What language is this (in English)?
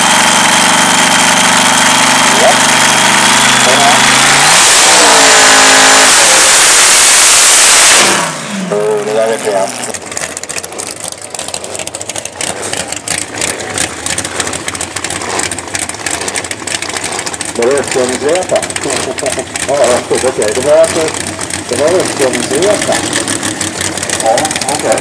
Swedish